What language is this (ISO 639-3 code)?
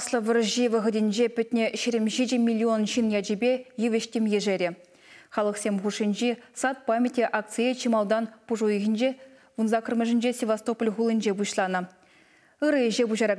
chv